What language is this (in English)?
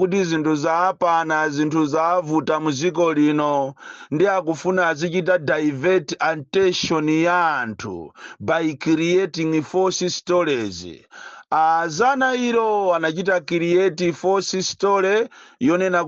Nyanja